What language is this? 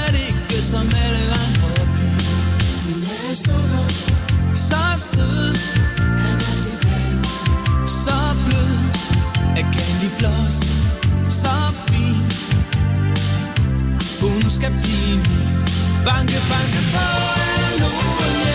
Danish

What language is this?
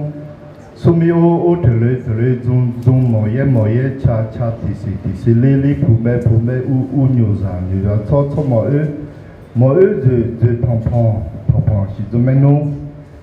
Akha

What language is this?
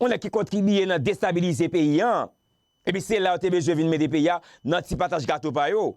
Haitian Creole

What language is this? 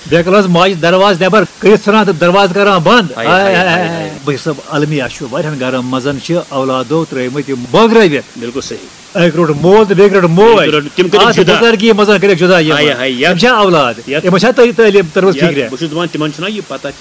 Kashmiri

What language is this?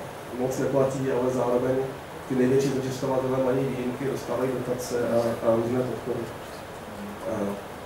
Czech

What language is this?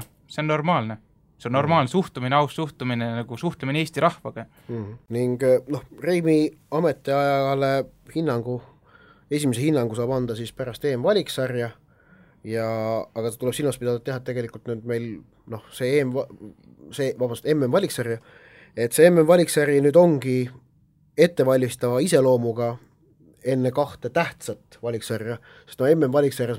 Estonian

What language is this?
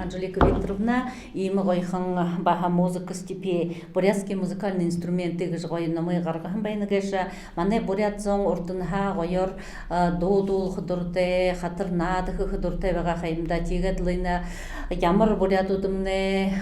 Buriat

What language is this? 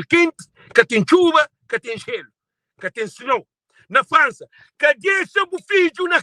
Kabuverdianu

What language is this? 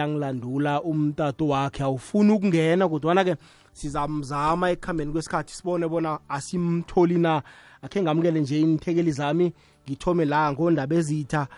South Ndebele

